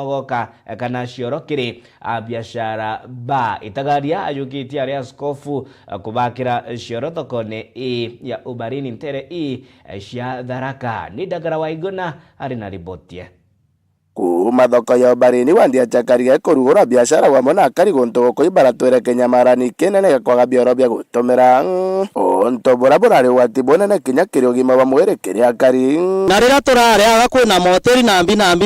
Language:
Meru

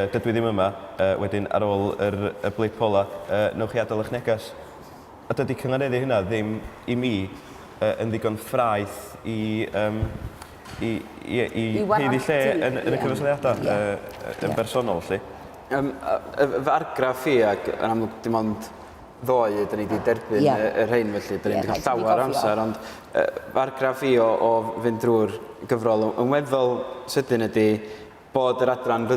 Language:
Welsh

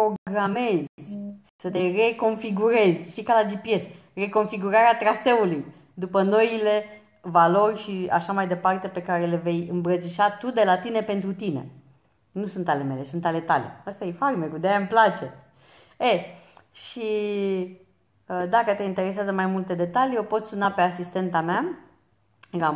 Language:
Romanian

